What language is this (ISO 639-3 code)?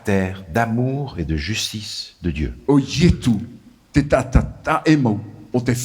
tah